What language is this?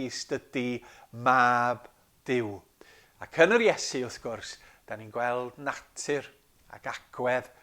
Welsh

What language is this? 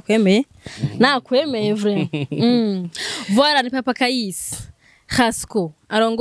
Rundi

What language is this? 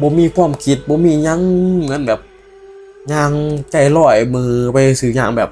Northeastern Thai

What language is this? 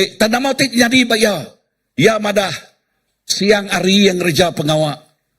Iban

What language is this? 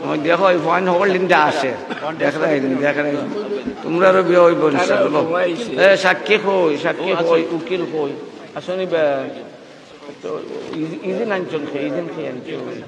Sylheti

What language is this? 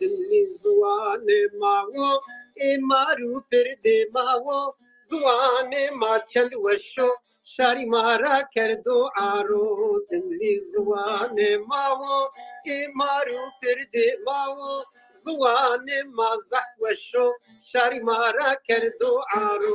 Zaza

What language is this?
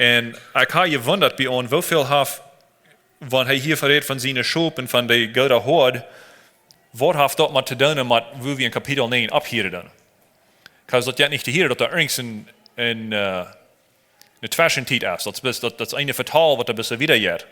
Plautdietsch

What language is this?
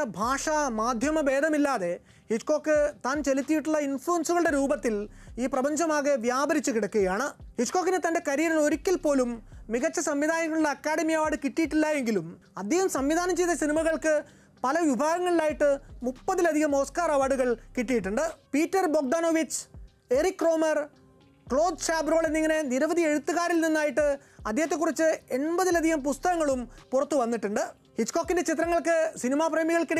Malayalam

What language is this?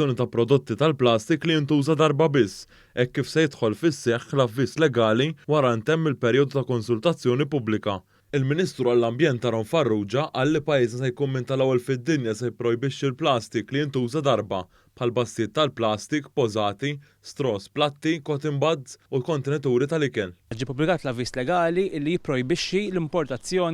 Maltese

